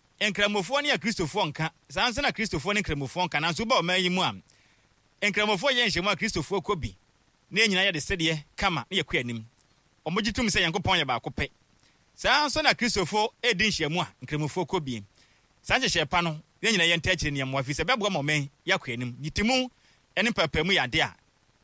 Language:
Akan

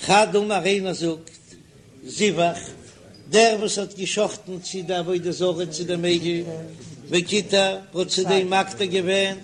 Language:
Yiddish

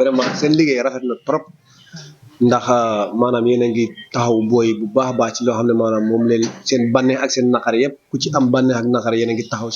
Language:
Wolof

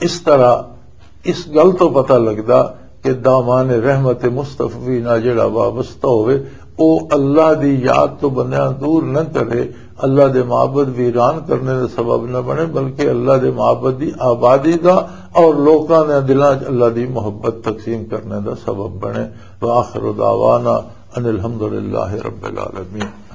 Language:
Western Panjabi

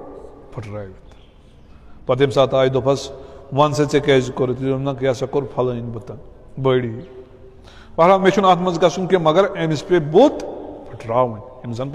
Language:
Kashmiri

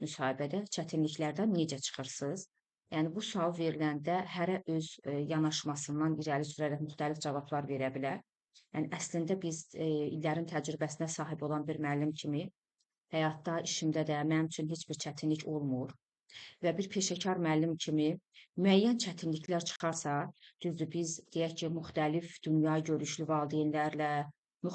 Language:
Azerbaijani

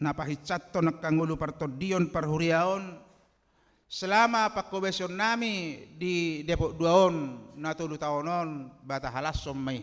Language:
Batak Toba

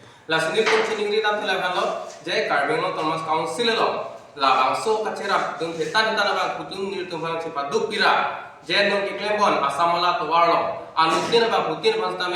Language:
Karbi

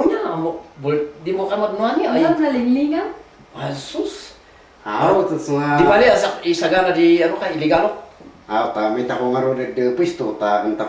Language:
Kankanaey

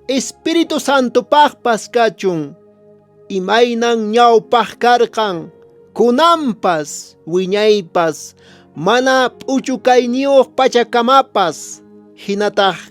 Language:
Quechua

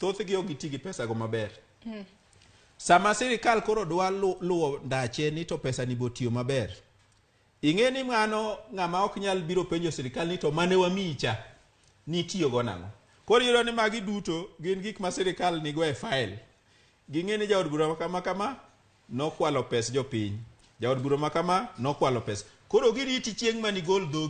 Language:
Luo (Kenya and Tanzania)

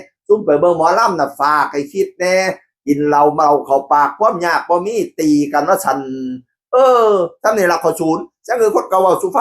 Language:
Northeastern Thai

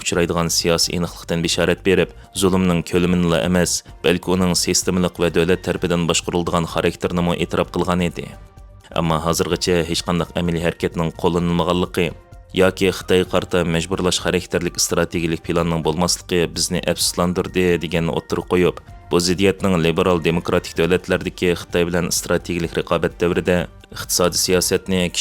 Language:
Uyghur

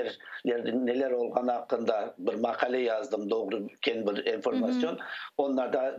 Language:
Crimean Tatar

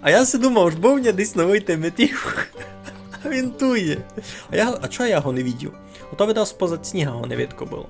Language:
Rusyn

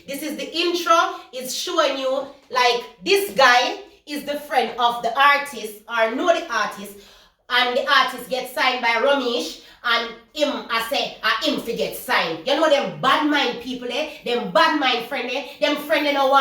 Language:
Jamaican Creole English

